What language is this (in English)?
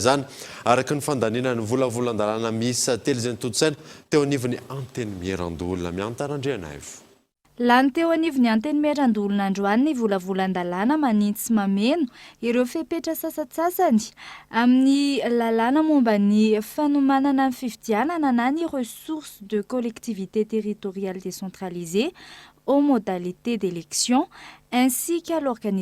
Malagasy